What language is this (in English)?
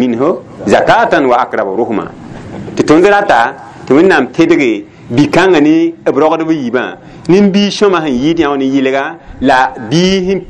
Mossi